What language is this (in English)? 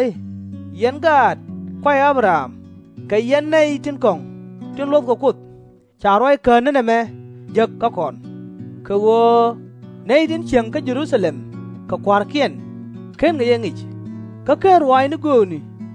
Nuer